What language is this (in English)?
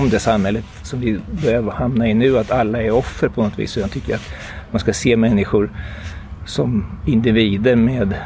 Swedish